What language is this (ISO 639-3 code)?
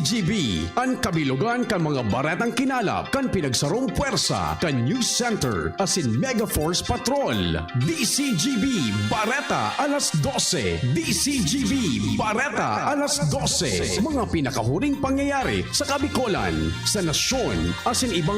bik